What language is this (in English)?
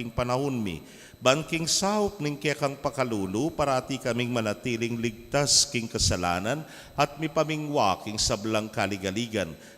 Pampanga